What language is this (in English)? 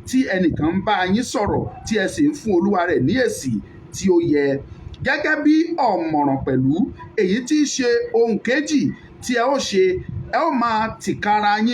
Yoruba